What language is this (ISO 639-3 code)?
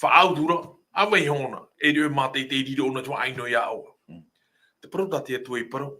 tah